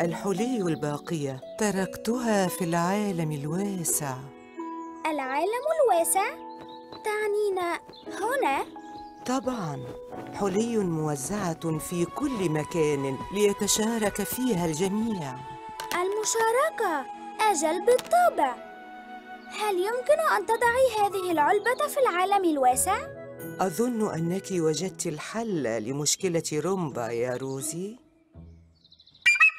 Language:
Arabic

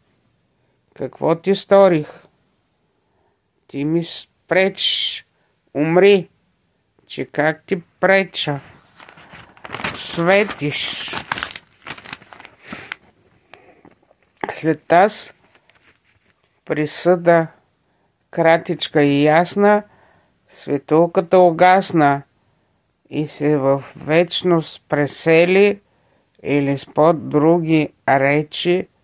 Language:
Bulgarian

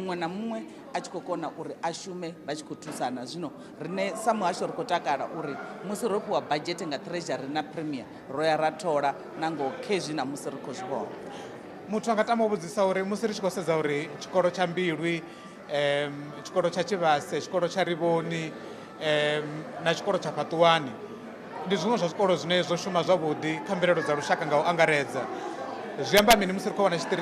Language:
Venda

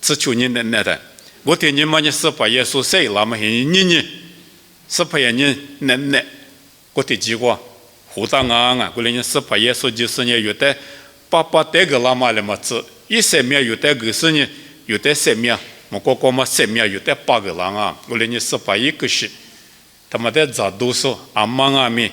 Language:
Lisu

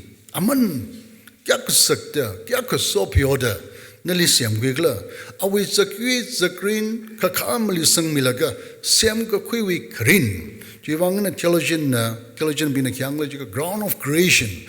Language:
Tangkhul Naga (India)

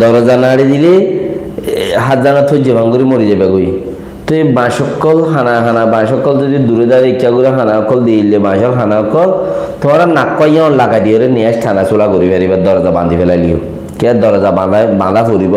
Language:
Rohingya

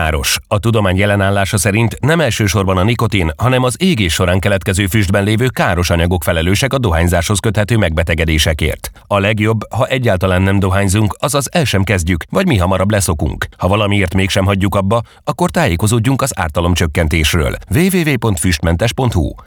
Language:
Hungarian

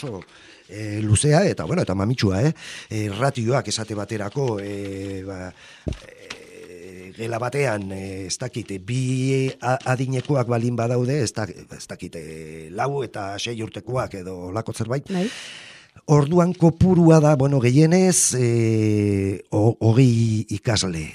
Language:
Basque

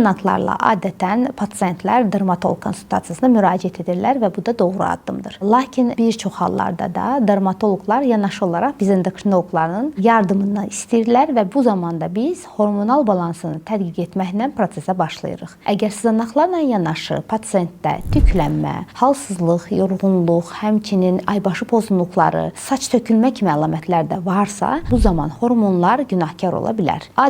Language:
Azerbaijani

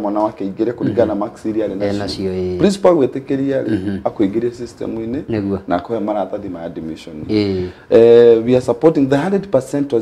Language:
Kikuyu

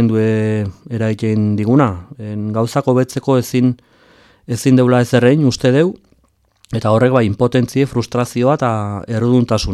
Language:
Basque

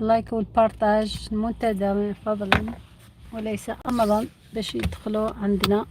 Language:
Algerian Arabic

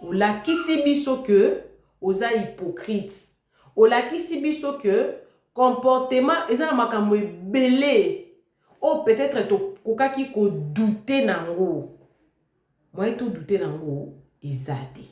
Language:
Lingala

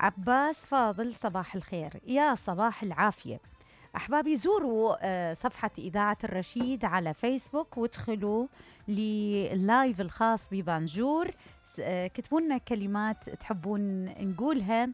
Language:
Mesopotamian Arabic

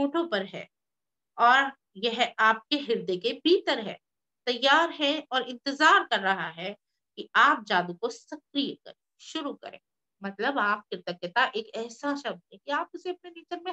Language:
Hindi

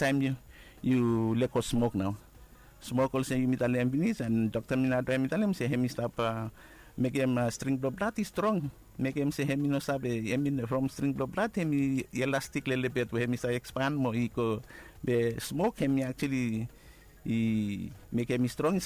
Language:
Bislama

